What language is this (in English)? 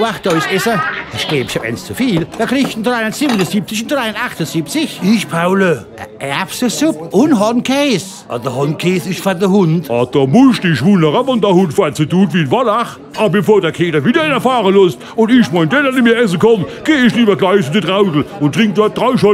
Palatine German